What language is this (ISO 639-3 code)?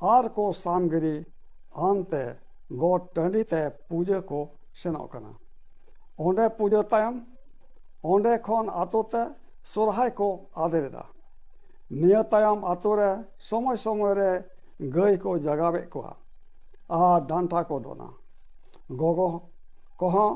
sat